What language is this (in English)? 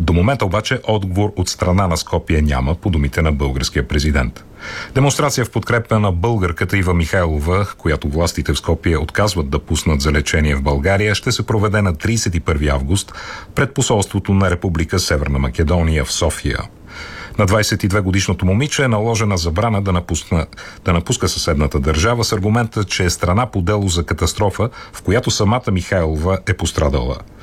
Bulgarian